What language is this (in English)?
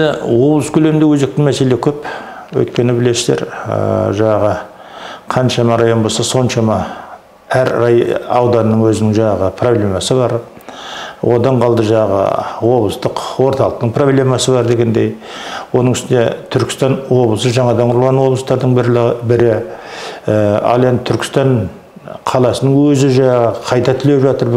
Kazakh